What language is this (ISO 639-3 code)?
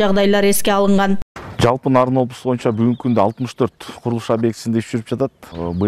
kir